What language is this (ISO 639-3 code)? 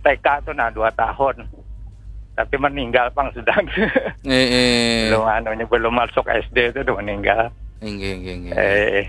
bjn